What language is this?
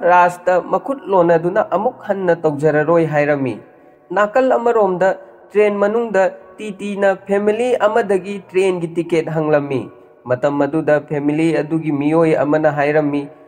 Manipuri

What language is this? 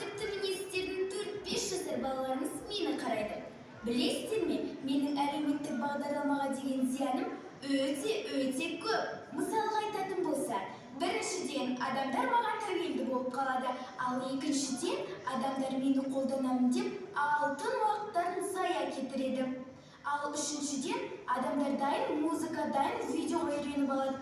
Kazakh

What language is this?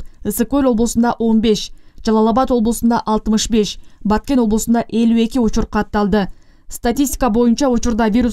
Kyrgyz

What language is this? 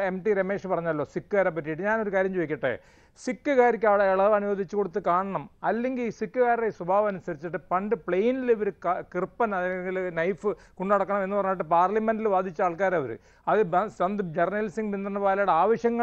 Malayalam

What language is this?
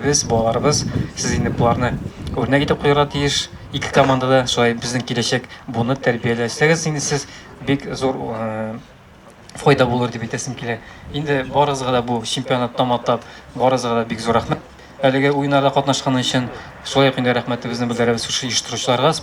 Tatar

